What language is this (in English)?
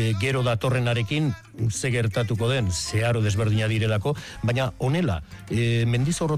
Basque